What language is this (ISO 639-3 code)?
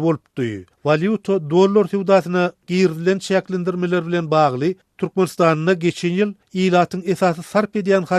tuk